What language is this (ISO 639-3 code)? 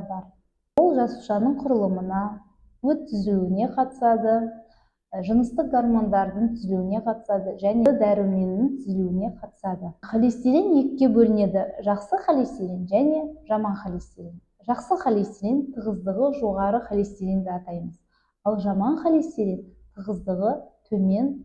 kaz